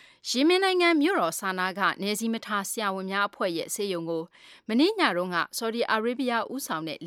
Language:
Burmese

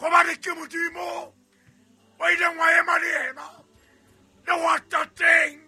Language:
Southern Sotho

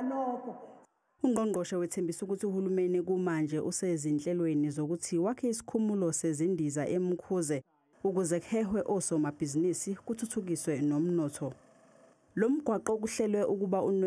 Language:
Zulu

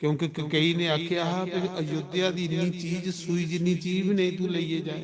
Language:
Dogri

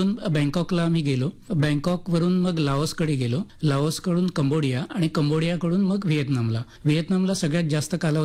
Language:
Marathi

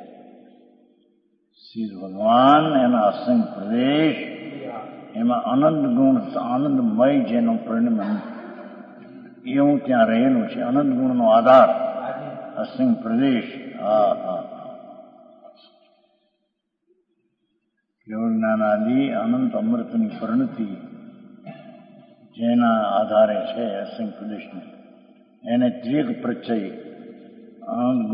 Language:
Gujarati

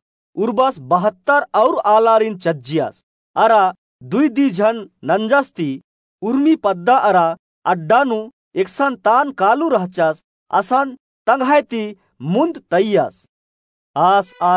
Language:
Kurukh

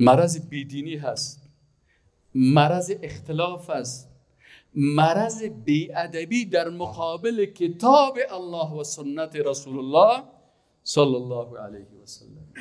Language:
Persian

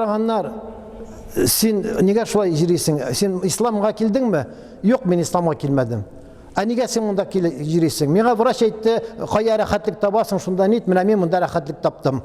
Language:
Tatar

